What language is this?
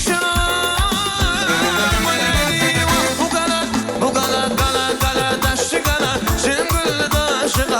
Turkmen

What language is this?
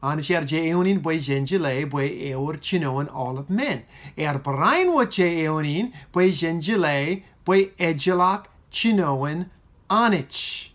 Marshallese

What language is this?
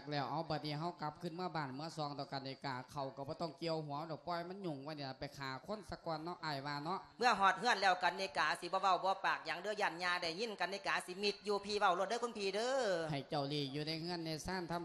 Lao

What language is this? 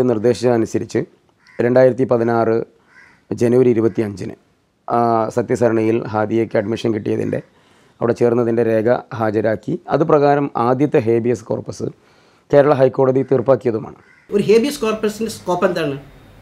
Malayalam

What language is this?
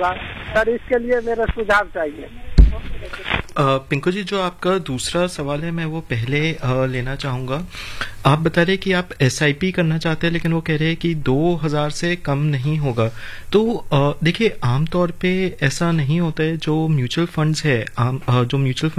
Hindi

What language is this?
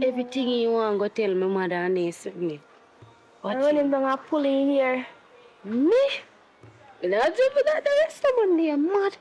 Jamaican Creole English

